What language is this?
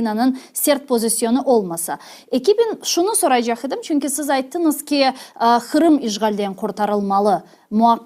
Crimean Tatar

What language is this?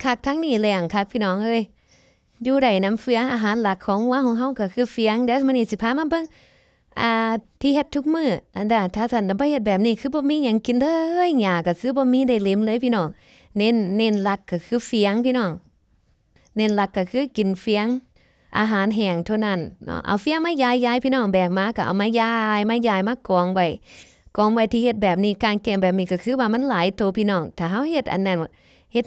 Lao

